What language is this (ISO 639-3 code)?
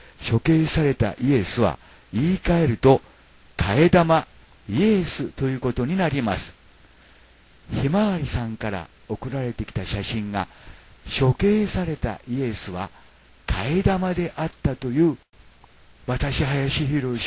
jpn